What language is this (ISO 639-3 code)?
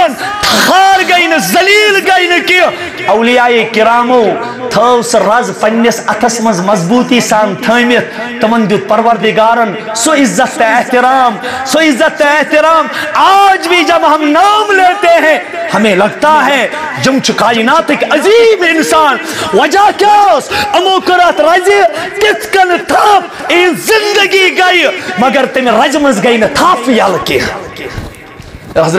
kas